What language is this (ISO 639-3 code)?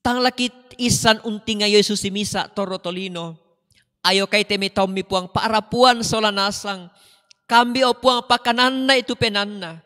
sda